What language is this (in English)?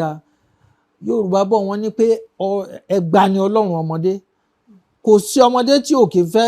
Yoruba